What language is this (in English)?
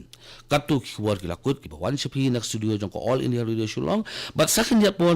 Khasi